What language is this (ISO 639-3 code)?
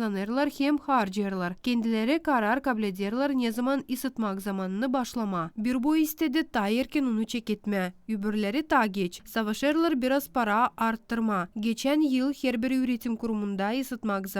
gag